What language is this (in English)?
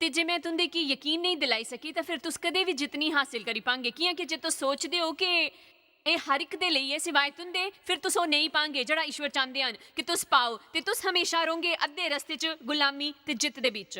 Dogri